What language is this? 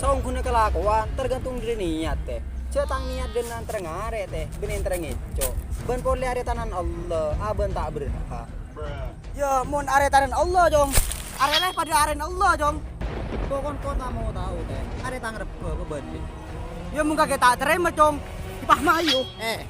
Madurese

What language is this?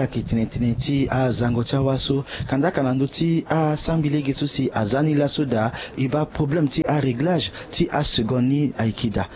Sango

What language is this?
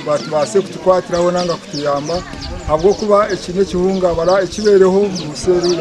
Nyankole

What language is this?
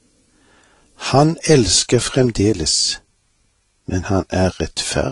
Norwegian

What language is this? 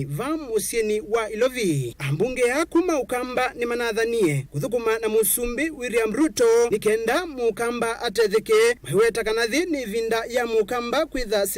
Kamba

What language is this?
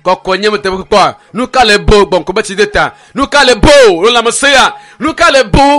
Ewe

